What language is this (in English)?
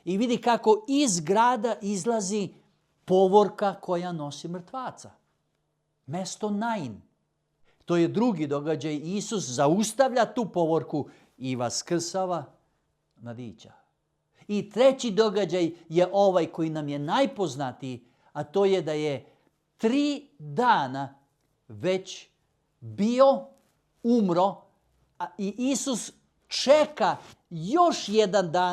Macedonian